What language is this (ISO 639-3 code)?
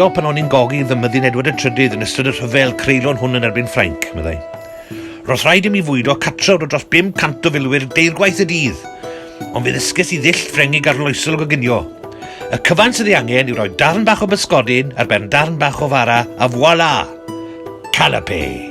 cym